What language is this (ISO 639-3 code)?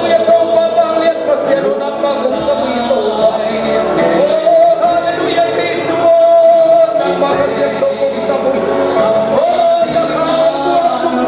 ctd